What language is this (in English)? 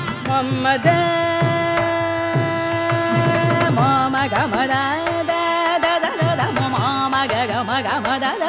Telugu